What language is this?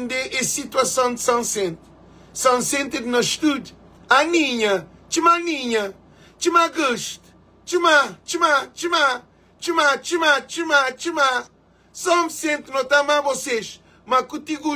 Kabuverdianu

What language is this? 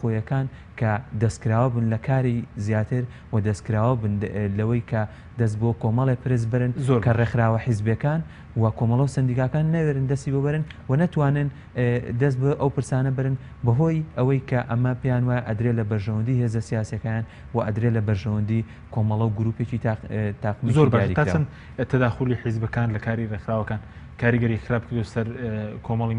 Central Kurdish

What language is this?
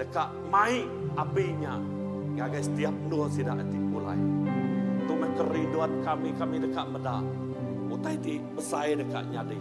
Iban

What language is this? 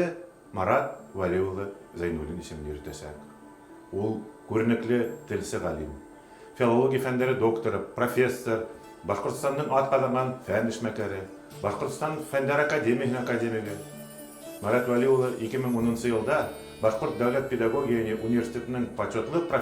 Bashkir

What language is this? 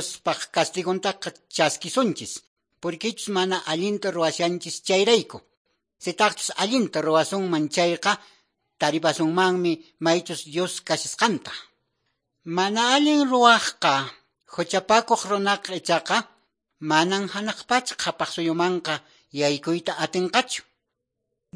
Quechua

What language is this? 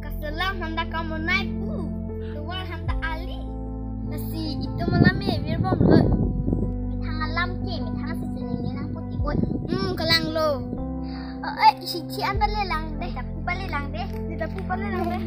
Karbi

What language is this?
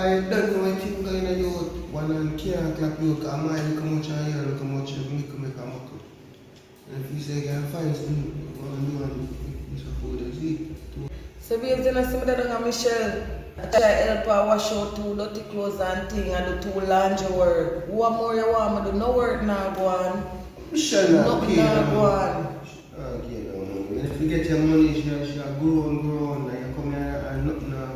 Jamaican Creole English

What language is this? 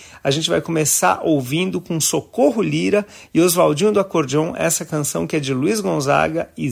Portuguese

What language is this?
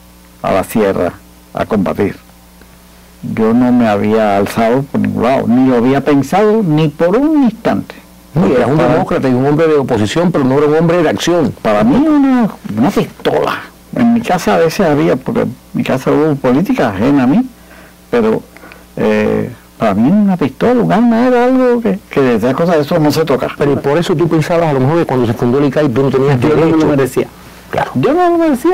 Spanish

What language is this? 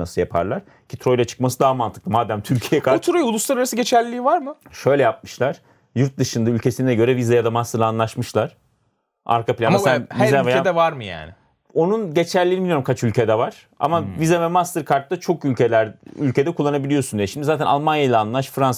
Turkish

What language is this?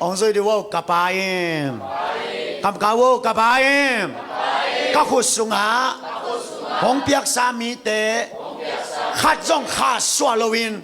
Tedim Chin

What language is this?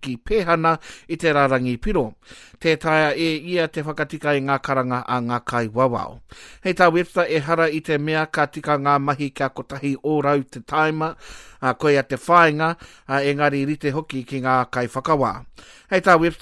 Māori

